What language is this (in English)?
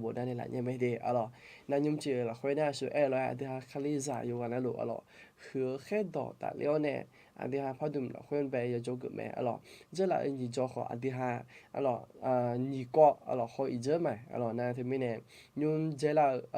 Akha